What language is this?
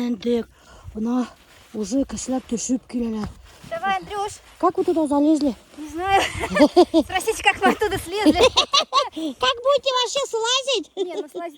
Bashkir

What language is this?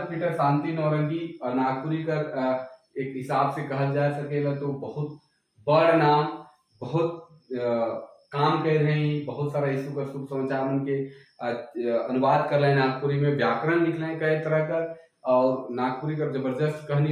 Sadri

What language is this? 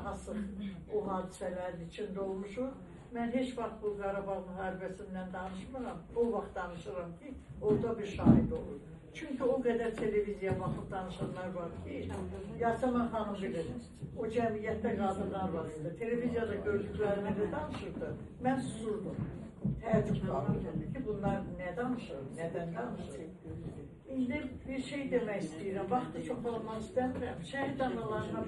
Azerbaijani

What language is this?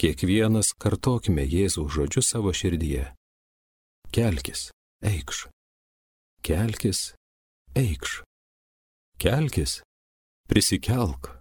Lithuanian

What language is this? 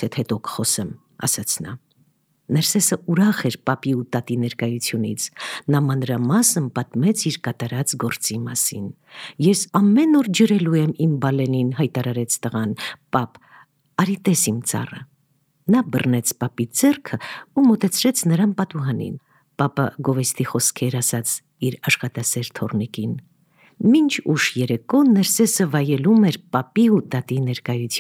Armenian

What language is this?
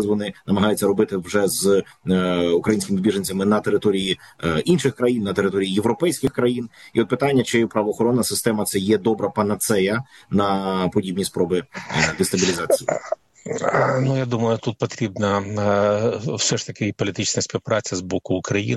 Ukrainian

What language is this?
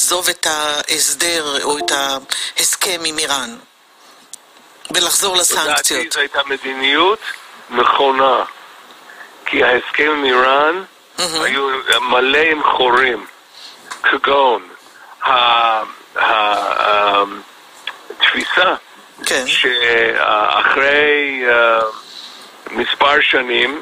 Hebrew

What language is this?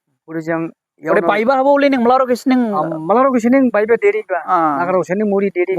Dimasa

